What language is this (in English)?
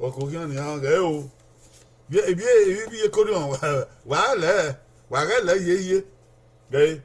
Bini